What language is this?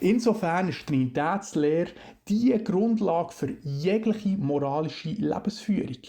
Swiss German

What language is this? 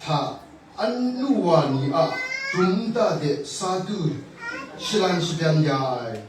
Kachin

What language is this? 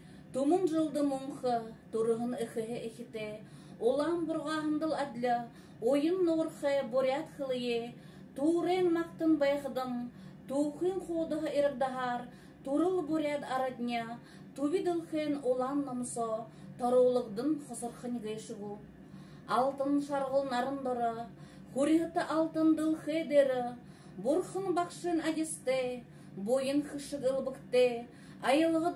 Buriat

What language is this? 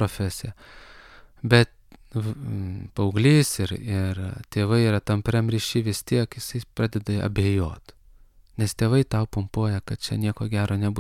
Lithuanian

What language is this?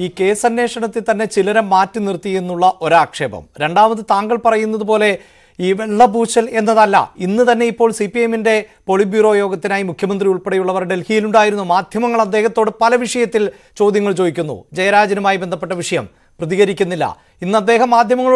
Malayalam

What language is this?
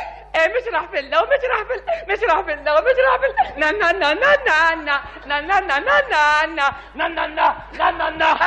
North Levantine Arabic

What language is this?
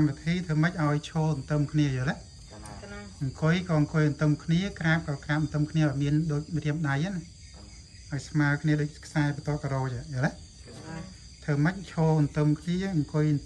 Khmer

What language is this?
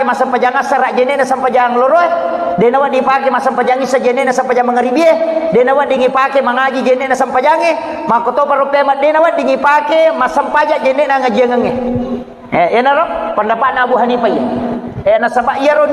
Buginese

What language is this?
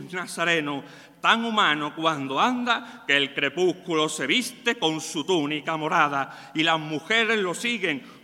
Spanish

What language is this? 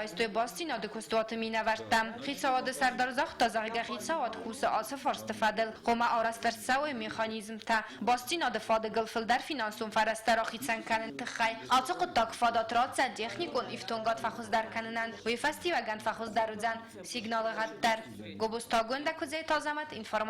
Ossetic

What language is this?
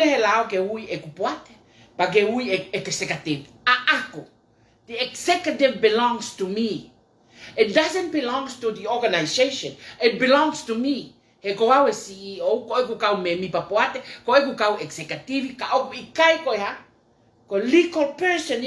Tongan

